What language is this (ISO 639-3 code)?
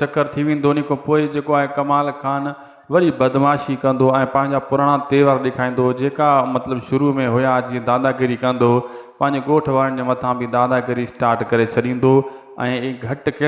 snd